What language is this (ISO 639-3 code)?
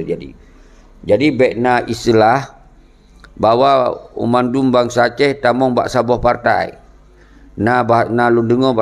ace